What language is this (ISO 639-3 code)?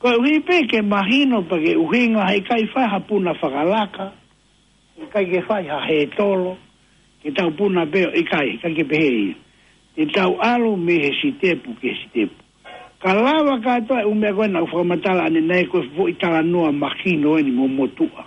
ton